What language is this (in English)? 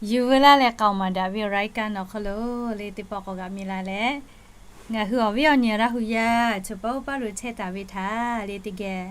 Lahu